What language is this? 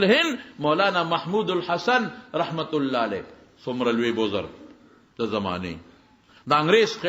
Pashto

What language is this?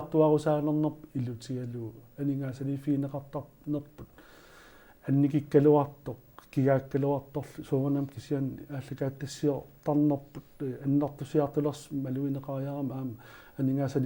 Kalaallisut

